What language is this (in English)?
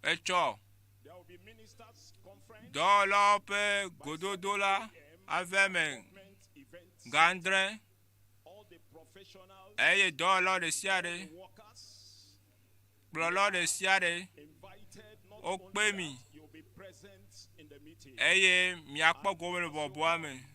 Ewe